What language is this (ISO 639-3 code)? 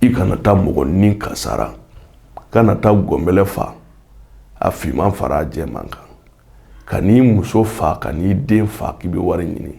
bam